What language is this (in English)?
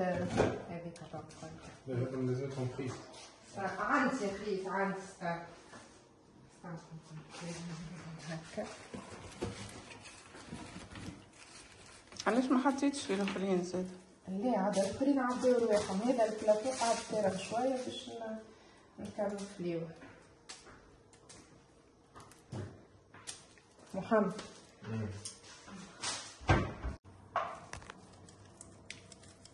Tunisian Arabic